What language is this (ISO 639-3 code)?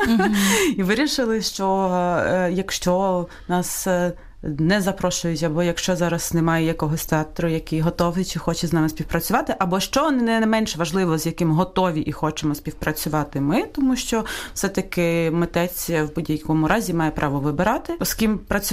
ukr